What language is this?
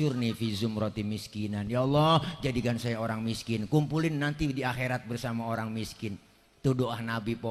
Betawi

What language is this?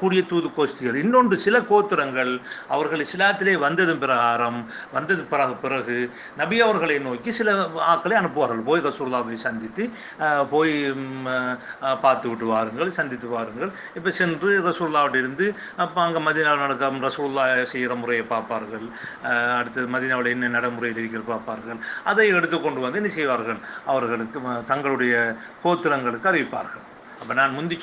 Tamil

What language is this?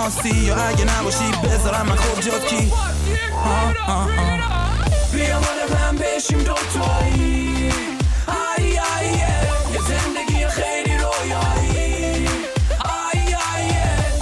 Persian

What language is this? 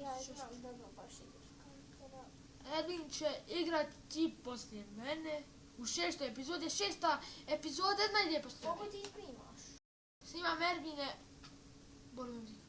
Bosnian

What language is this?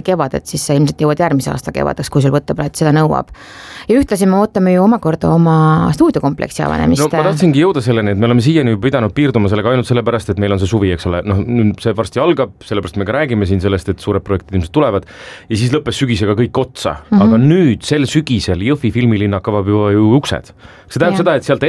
Estonian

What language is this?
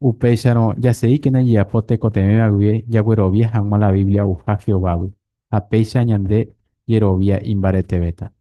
Guarani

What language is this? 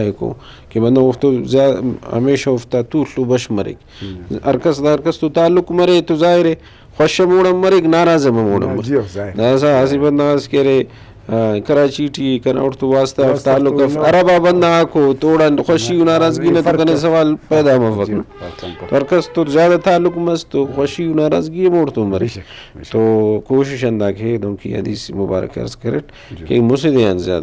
Brahui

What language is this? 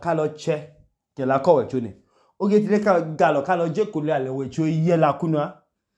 Idoma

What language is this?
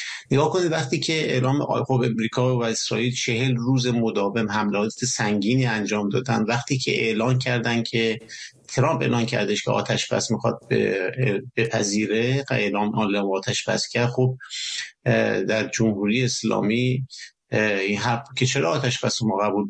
Persian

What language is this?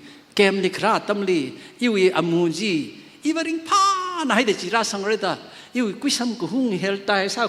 Tangkhul Naga (India)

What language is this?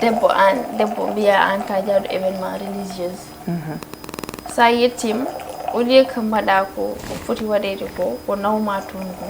Fula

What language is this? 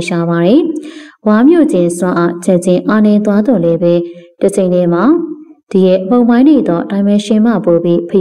Burmese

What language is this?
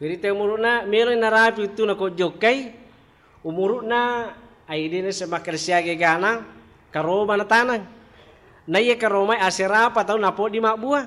Buginese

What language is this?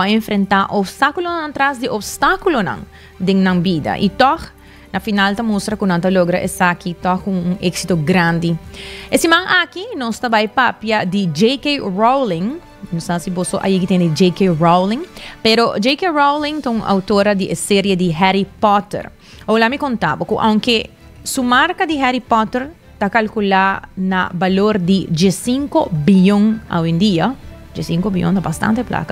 Papiamento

